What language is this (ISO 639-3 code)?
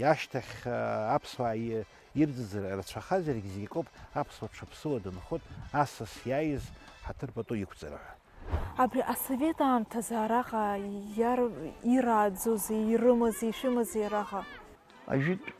abk